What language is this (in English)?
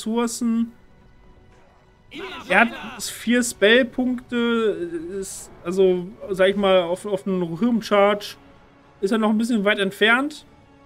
German